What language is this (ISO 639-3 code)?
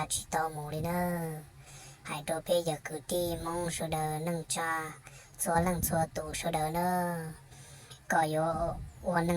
hmn